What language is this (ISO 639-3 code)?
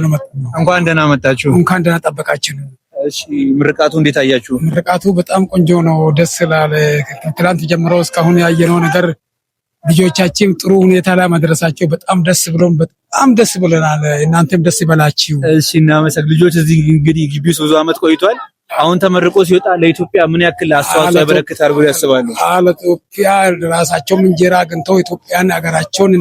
amh